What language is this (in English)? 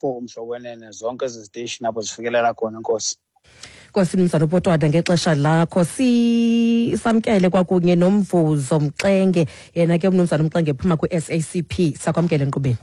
Xhosa